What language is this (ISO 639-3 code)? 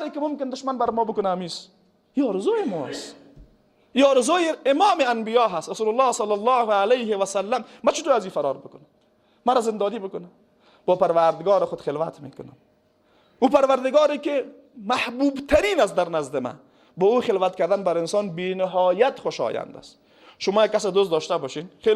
fas